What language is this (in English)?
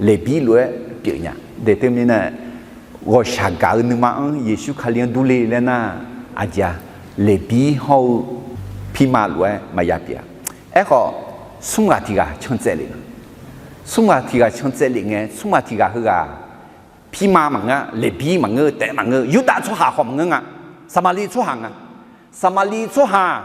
Akha